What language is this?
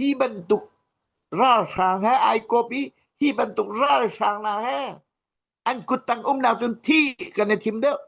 Hakha Chin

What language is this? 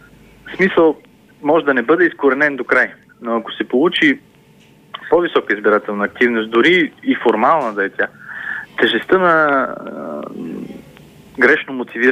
Bulgarian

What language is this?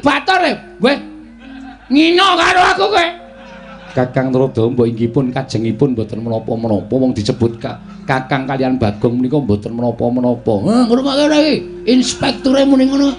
Javanese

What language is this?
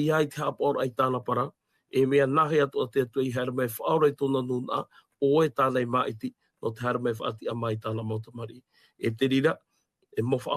Tahitian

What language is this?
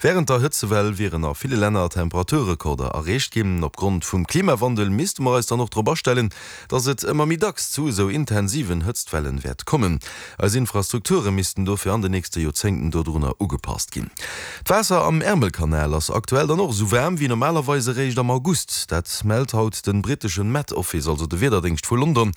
Luxembourgish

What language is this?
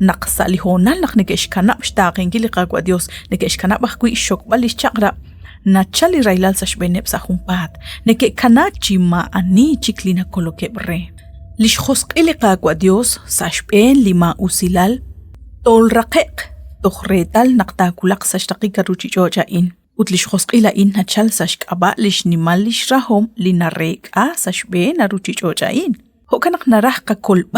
Kekchí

